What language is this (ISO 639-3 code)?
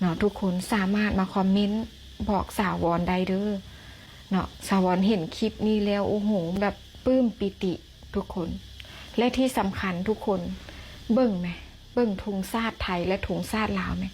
lao